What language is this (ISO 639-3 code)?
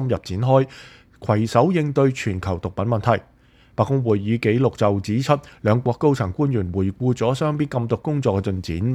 yue